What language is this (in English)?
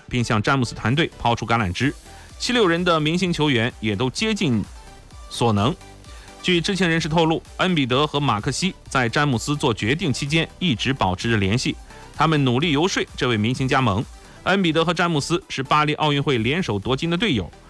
Chinese